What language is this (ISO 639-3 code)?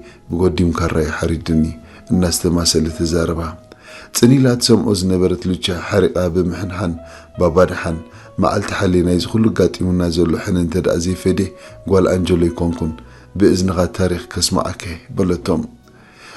tir